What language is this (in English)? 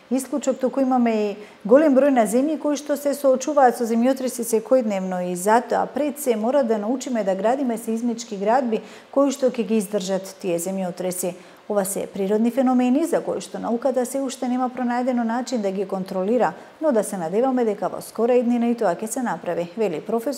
Macedonian